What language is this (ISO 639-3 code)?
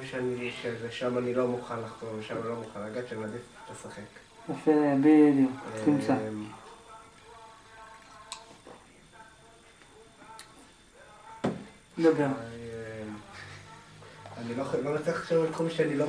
heb